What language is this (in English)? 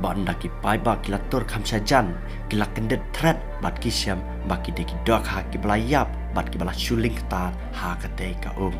Khasi